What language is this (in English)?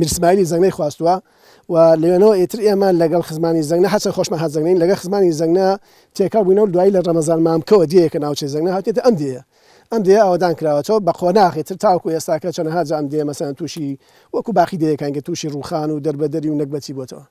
Central Kurdish